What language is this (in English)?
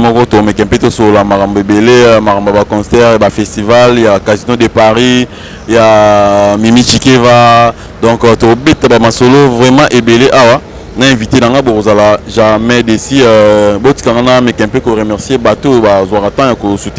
Lingala